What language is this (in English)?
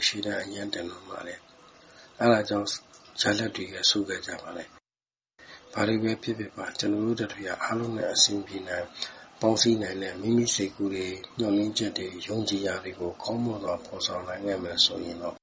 Burmese